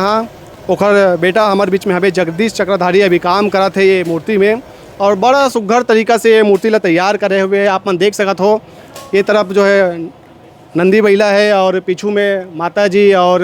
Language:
Chhattisgarhi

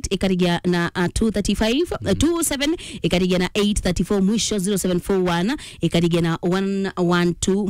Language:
Meru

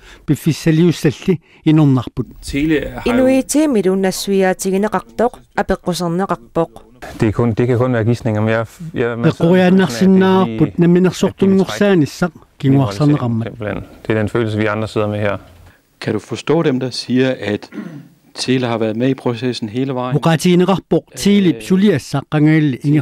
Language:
Kalaallisut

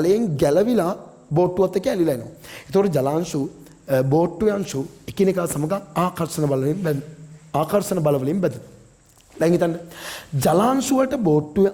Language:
Sinhala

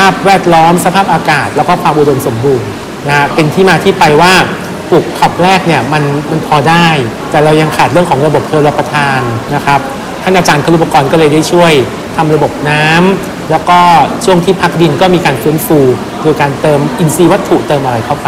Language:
Thai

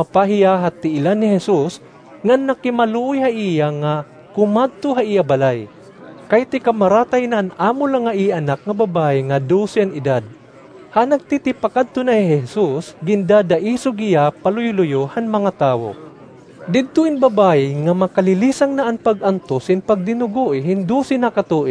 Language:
Waray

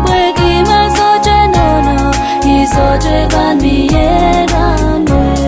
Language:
Pohnpeian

